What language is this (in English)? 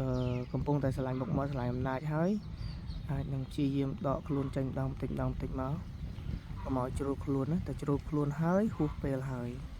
Khmer